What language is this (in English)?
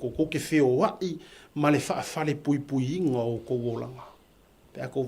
Samoan